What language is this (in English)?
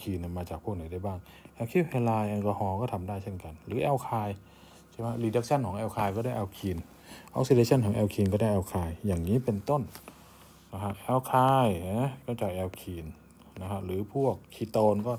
Thai